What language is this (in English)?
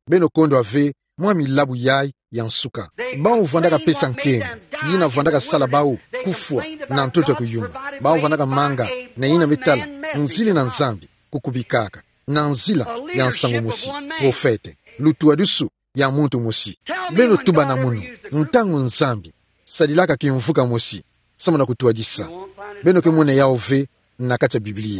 Kituba (Democratic Republic of Congo)